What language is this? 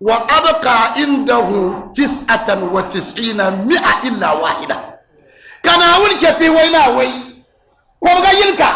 Dagbani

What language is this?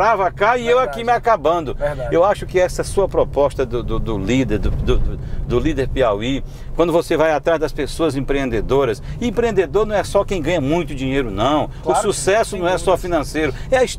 Portuguese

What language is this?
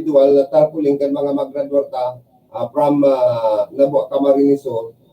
Bikol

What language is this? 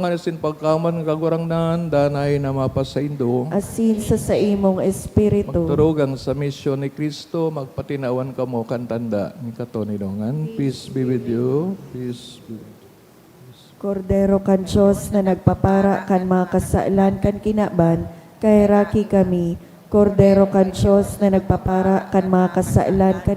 Bikol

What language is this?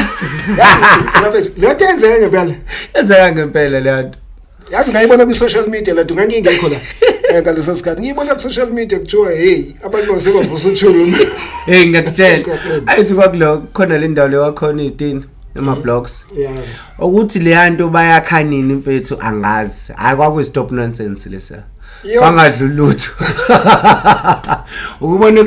Zulu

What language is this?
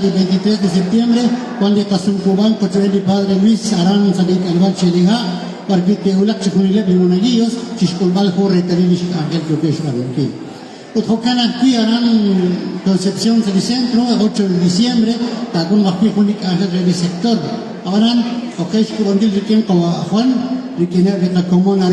Kekchí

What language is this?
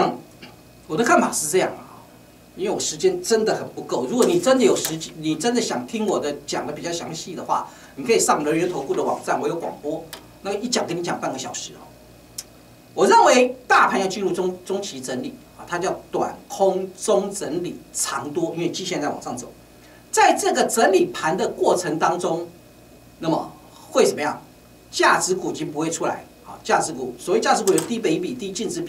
Chinese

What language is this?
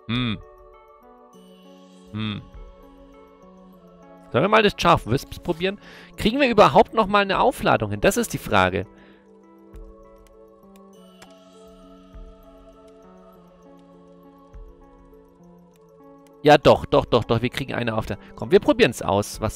German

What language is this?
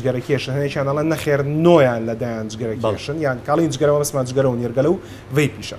Central Kurdish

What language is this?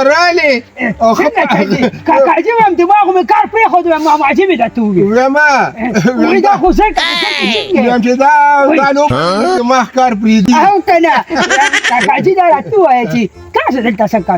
Pashto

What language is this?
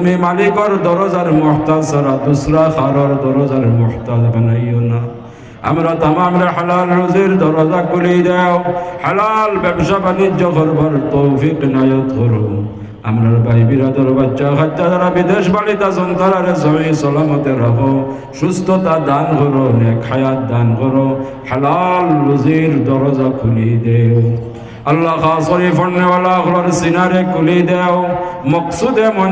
Sylheti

